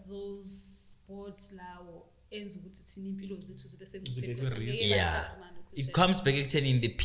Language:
Zulu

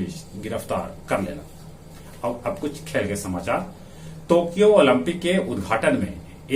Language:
Magahi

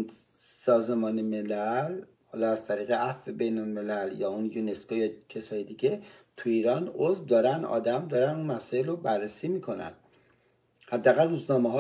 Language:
Persian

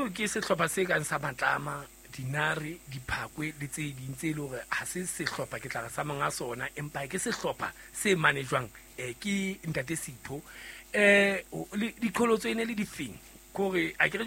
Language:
Southern Sotho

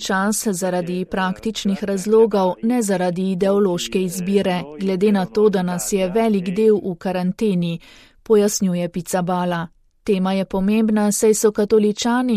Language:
Slovenian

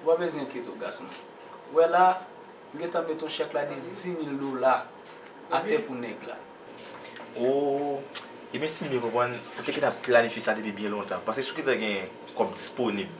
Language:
Haitian Creole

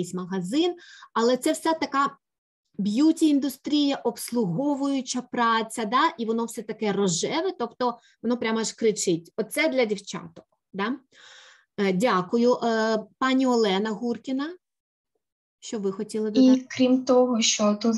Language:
Ukrainian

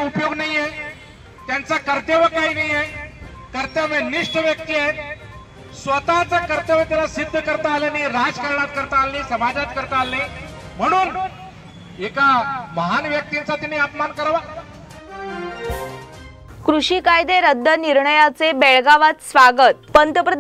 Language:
Marathi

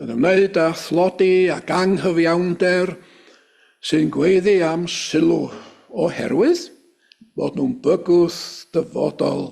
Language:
Welsh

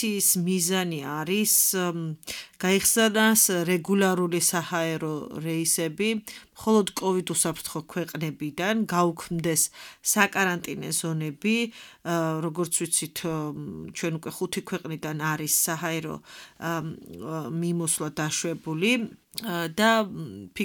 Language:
Georgian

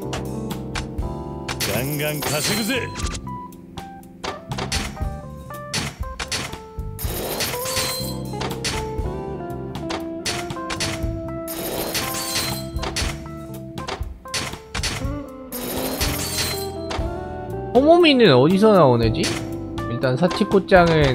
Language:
Korean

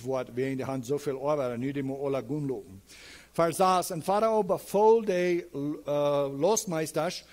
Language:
Plautdietsch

